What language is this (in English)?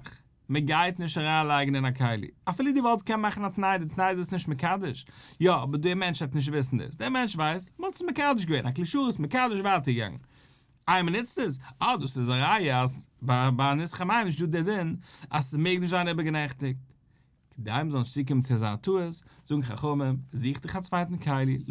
Yiddish